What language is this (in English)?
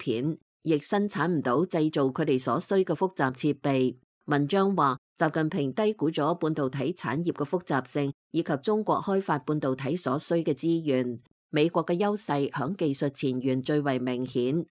Cantonese